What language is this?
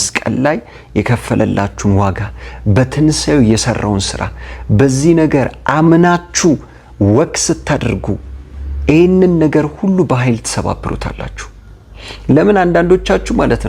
Amharic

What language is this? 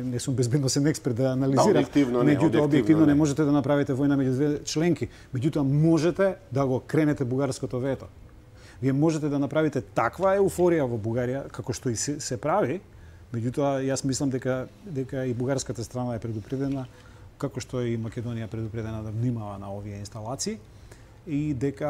Macedonian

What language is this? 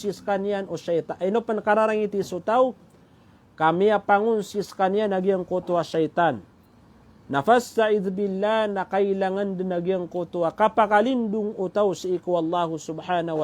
Maranao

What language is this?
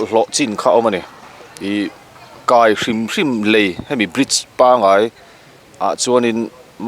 Mizo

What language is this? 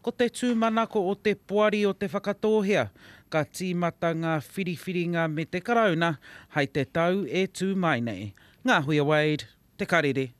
Māori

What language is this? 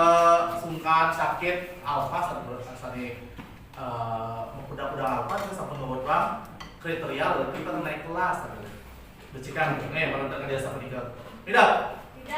Balinese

